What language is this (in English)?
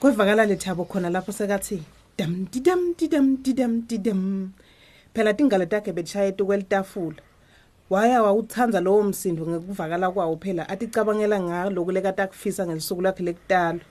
Swati